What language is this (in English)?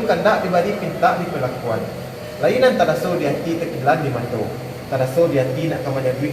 Minangkabau